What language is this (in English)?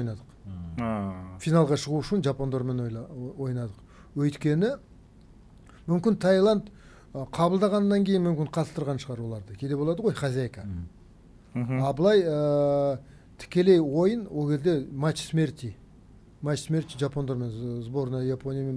Kazakh